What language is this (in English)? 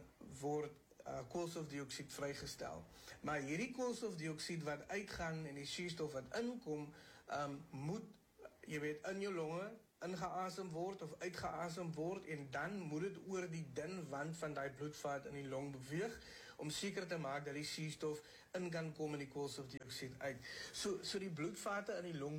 Afrikaans